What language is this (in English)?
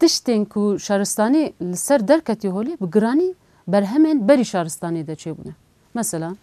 Kurdish